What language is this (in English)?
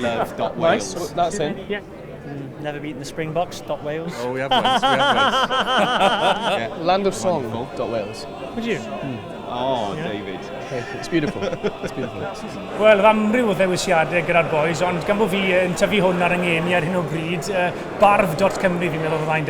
Welsh